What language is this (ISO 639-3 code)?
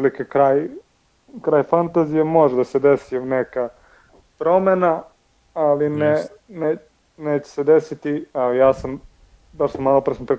srp